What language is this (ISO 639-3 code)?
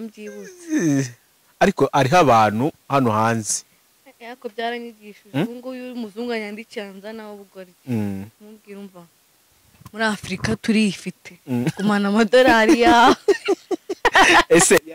kin